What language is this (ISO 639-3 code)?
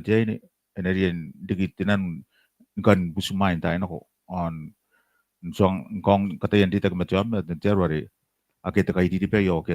gil